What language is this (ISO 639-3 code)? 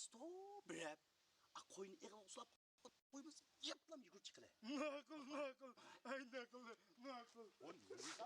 uig